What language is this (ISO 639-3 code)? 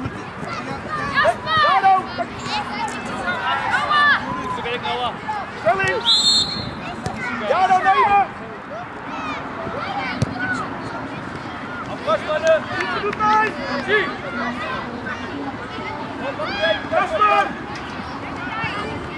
nld